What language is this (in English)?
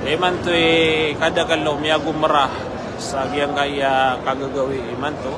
Maranao